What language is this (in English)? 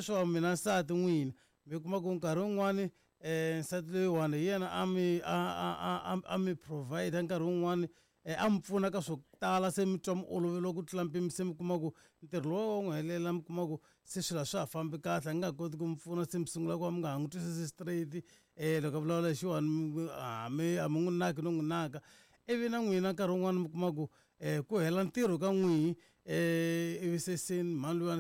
Tsonga